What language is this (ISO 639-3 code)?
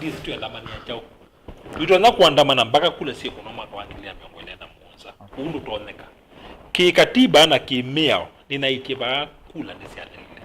kam